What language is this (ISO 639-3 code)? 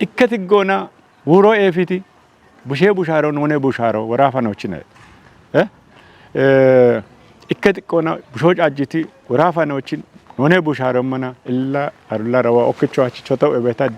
kbr